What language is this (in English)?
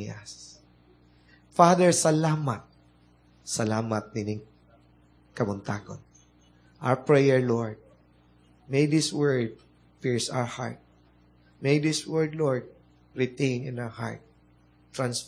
Cebuano